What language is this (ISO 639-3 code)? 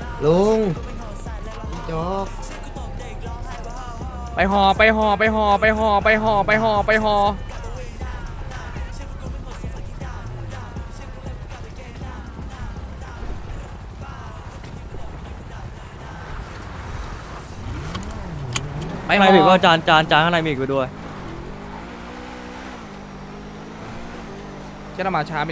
tha